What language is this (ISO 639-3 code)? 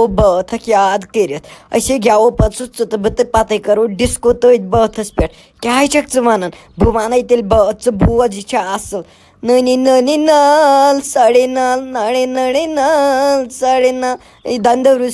kas